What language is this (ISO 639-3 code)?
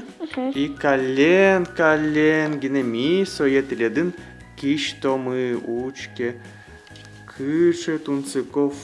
udm